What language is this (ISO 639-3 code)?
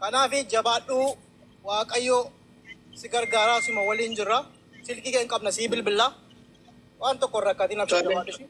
orm